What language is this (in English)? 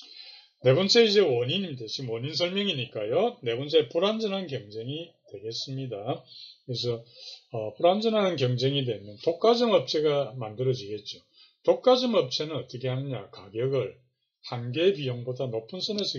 Korean